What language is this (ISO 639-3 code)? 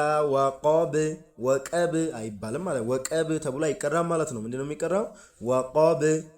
amh